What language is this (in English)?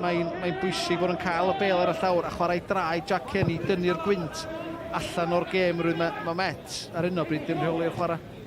Welsh